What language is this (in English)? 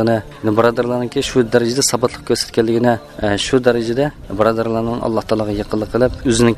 Uyghur